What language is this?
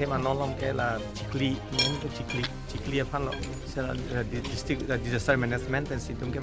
Karbi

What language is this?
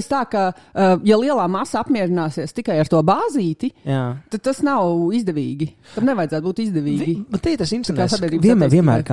Latvian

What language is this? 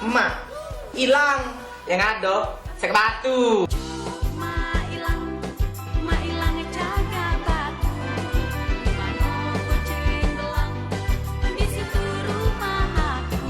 Musi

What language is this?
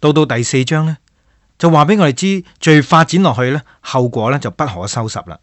Cantonese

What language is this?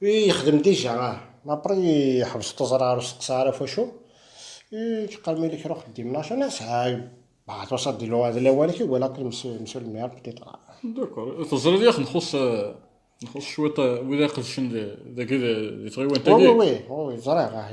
Kabyle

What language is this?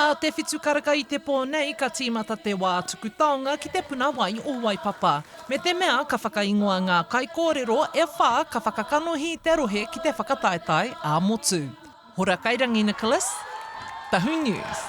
Māori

